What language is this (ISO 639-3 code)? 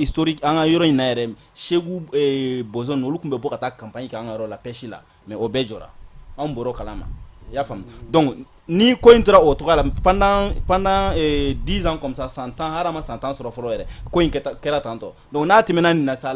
bam